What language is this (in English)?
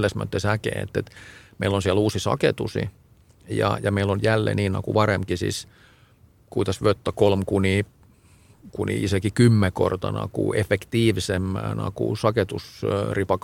Estonian